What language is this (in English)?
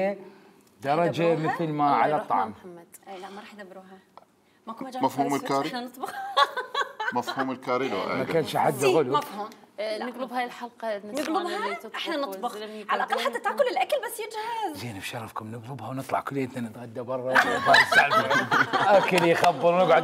Mesopotamian Arabic